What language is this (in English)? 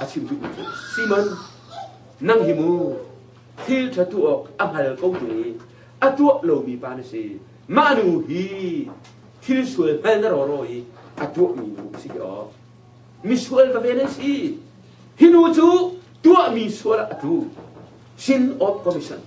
Hakha Chin